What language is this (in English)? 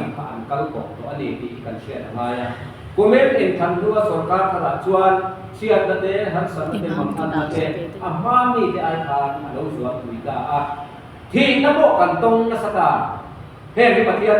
Mizo